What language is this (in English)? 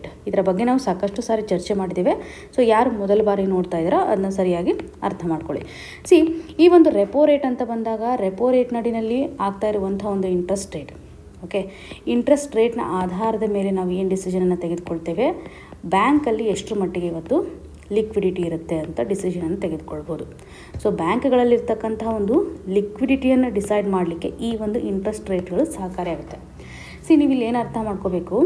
Kannada